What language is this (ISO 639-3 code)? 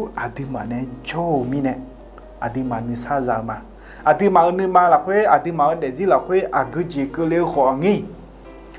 ahk